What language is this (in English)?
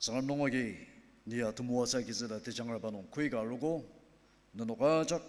Ao Naga